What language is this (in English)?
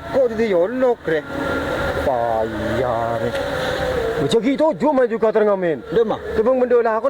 Madurese